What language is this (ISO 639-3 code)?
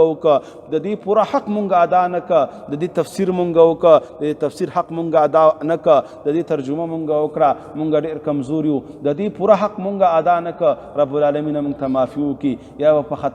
pus